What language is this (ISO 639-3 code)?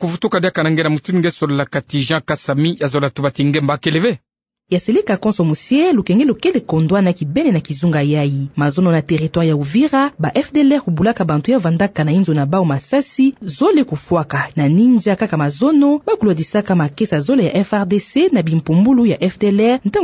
ktu